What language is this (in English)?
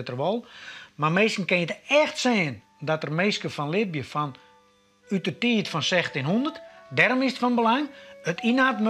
Western Frisian